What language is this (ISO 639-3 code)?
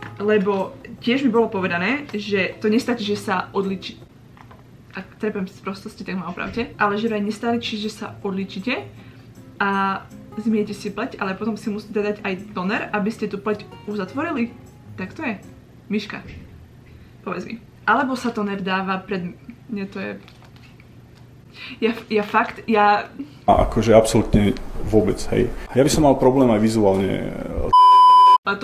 slk